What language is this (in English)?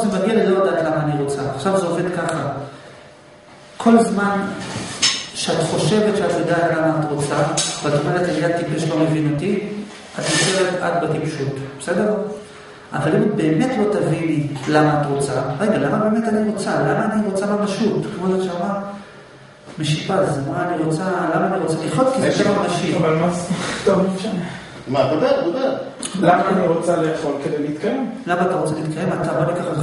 Hebrew